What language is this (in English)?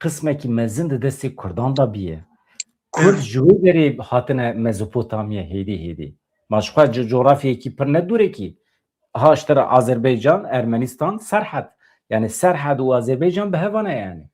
Kurdish